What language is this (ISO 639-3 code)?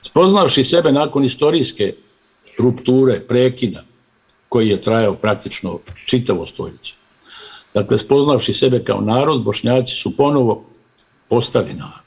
bos